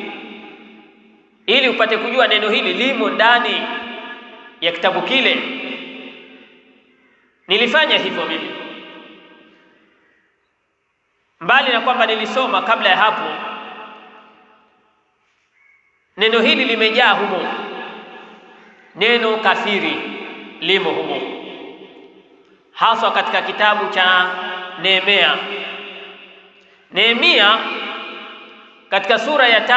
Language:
Swahili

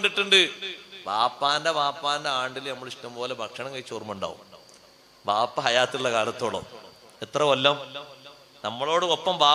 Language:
Malayalam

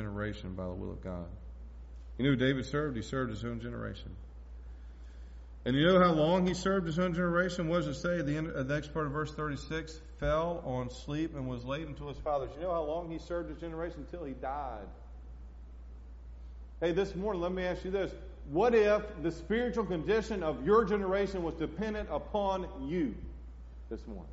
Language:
English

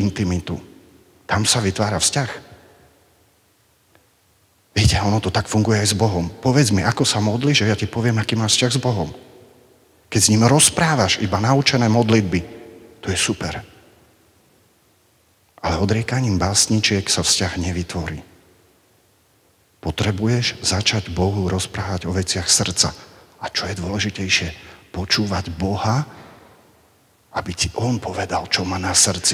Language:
Slovak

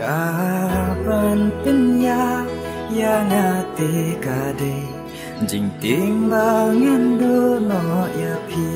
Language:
Khasi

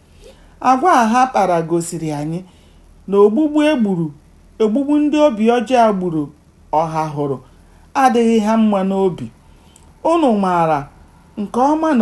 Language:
Igbo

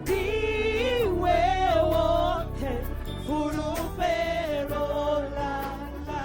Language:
Venda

